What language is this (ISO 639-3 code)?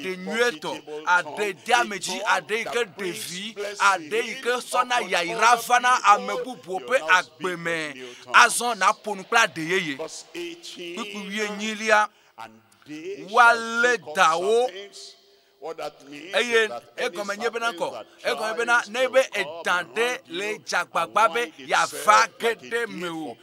ewe